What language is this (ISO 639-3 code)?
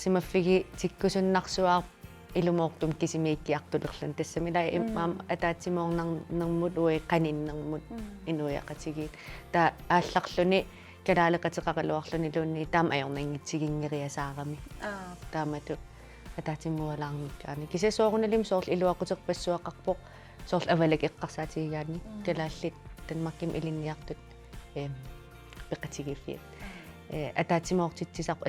kal